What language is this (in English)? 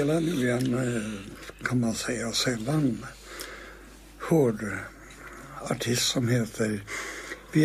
Swedish